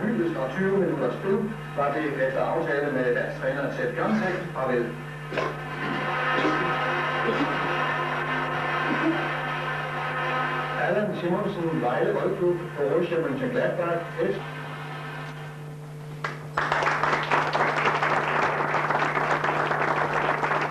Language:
Danish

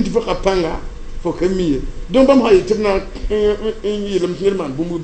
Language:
Mossi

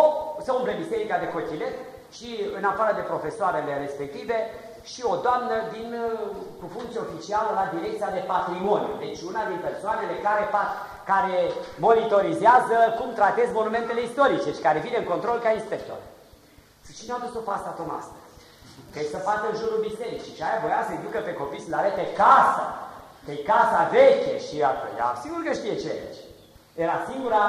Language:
Romanian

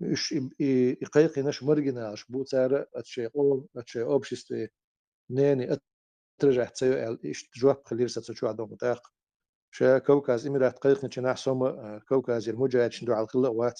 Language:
Chechen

